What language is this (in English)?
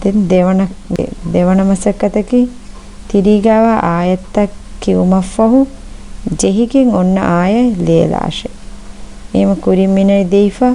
Divehi